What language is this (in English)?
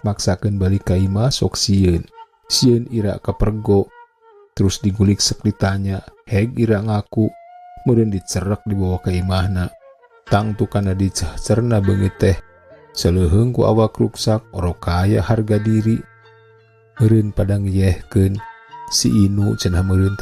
Sundanese